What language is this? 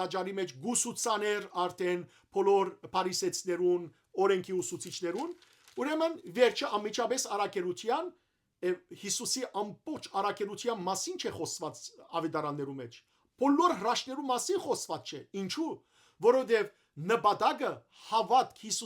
Western Armenian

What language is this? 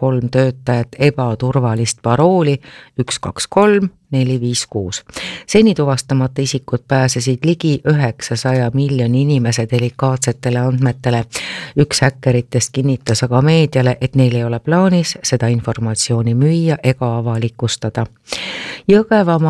Estonian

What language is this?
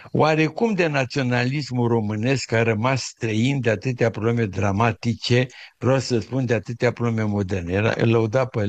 Romanian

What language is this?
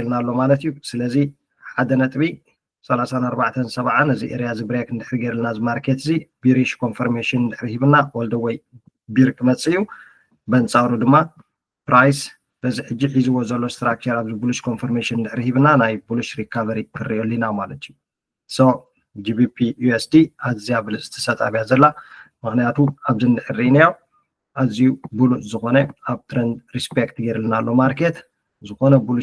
Tigrinya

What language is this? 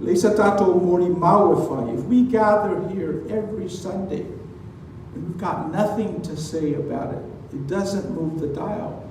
Samoan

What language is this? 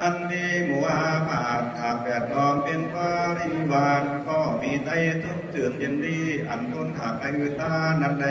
Lü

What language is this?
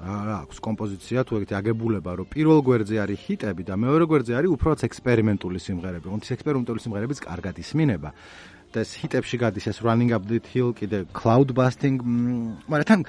Georgian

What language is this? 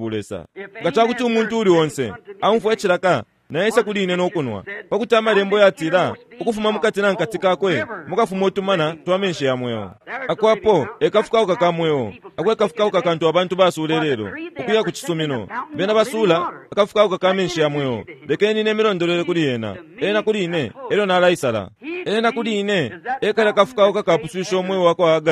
Bemba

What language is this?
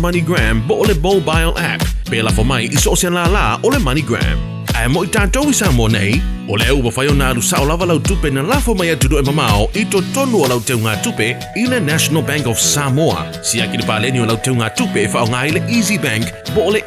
Samoan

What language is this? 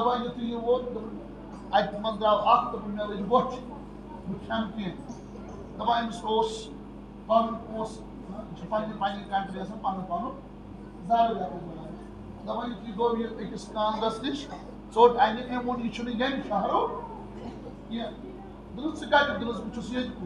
Kashmiri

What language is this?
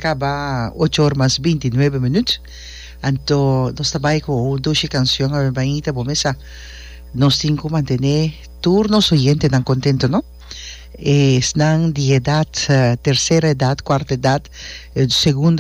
Papiamento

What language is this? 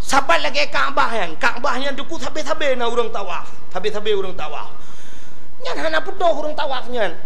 Achinese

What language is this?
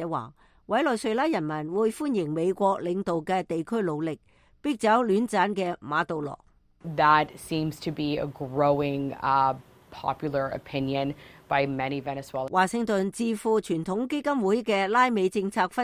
Cantonese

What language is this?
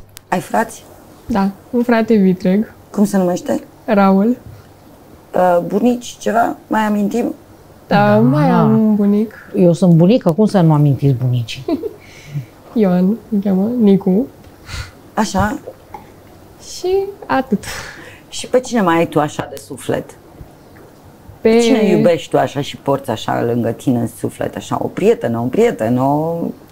Romanian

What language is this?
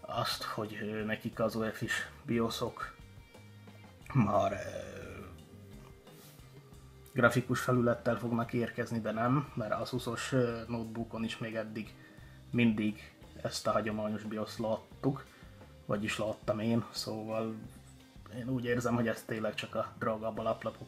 Hungarian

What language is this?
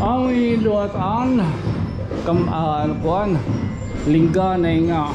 Waray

